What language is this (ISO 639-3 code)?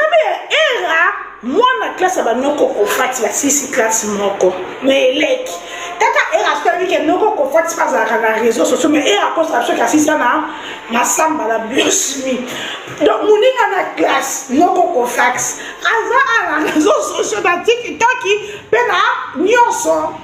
lin